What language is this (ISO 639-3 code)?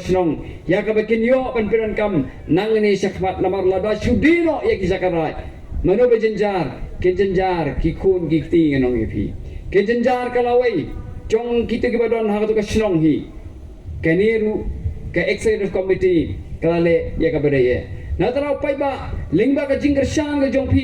kha